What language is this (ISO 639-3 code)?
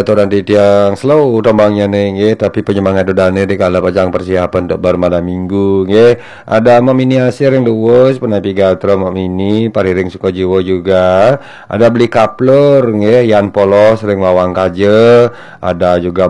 ban